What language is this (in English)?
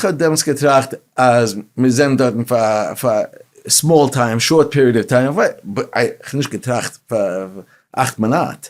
Yiddish